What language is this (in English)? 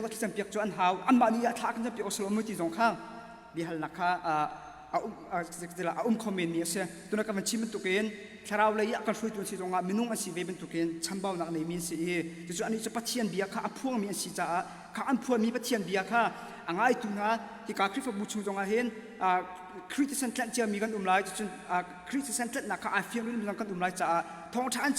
Hakha Chin